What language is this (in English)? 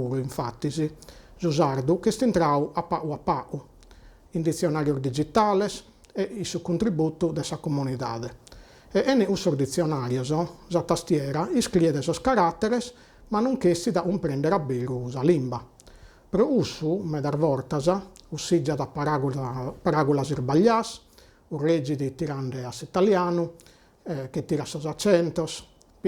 Sardinian